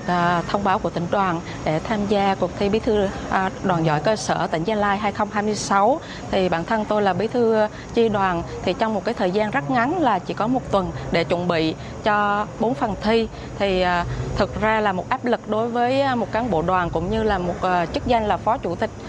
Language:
Vietnamese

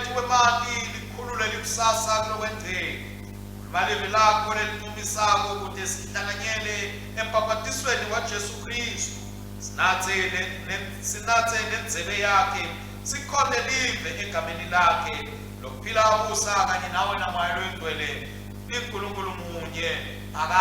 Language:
Swati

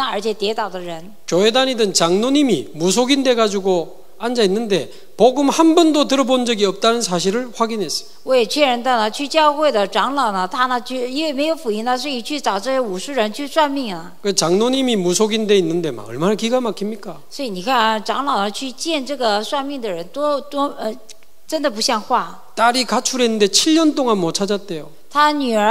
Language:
Korean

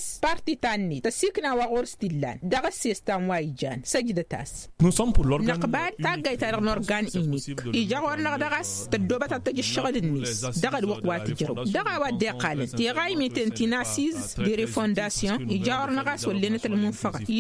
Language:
Tamasheq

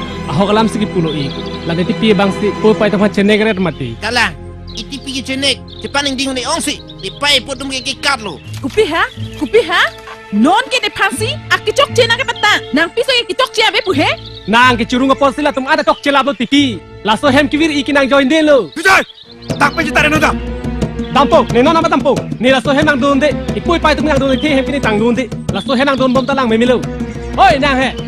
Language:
Karbi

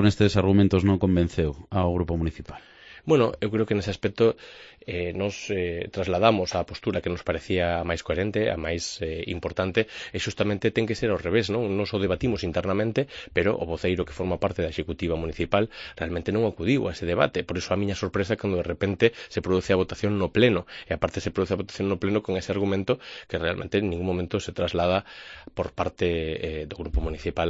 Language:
Galician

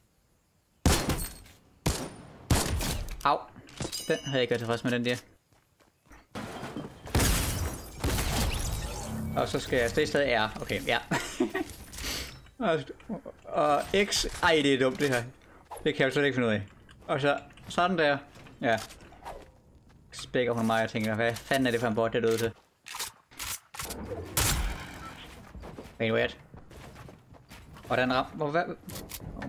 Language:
Danish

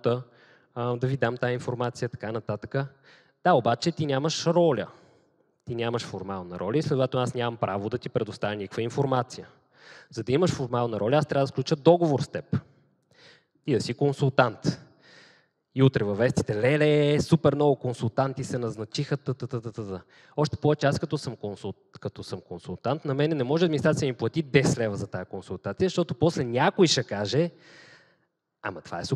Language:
Bulgarian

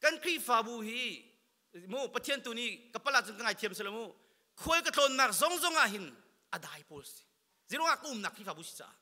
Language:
Hakha Chin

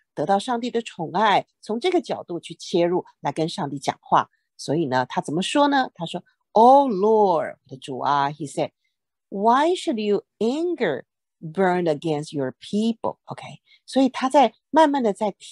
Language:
Chinese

